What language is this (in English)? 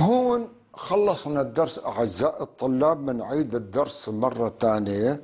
North Levantine Arabic